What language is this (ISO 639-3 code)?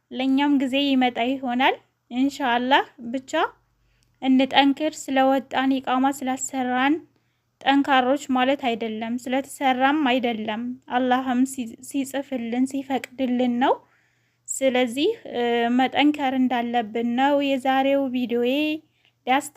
amh